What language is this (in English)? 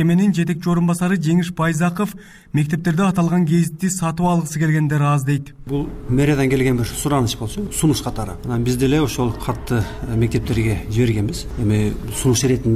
Kyrgyz